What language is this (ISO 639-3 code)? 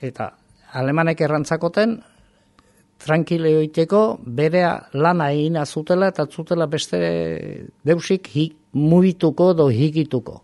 eus